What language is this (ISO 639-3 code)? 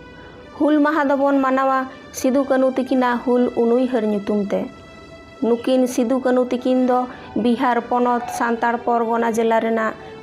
sat